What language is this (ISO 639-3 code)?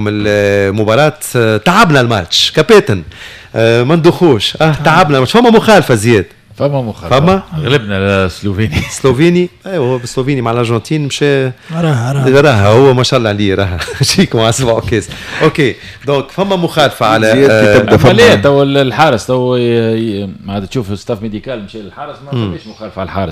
aeb